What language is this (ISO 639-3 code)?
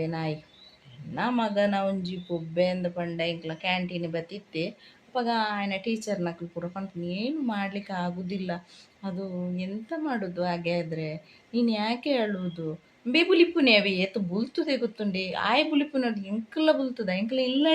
tcy